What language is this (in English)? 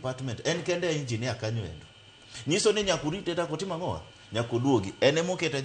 Luo (Kenya and Tanzania)